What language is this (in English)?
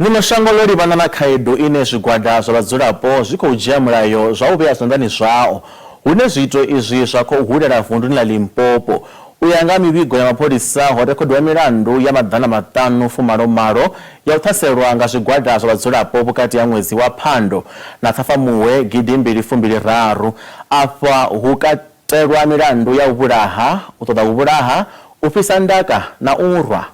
Venda